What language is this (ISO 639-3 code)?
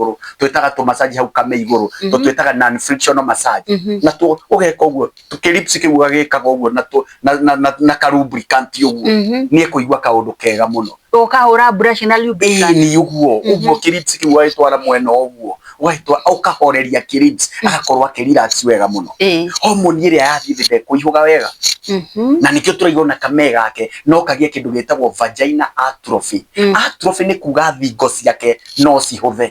kik